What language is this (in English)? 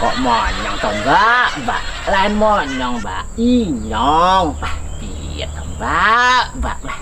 Banjar